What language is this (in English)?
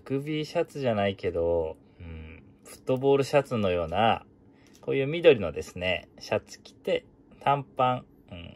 Japanese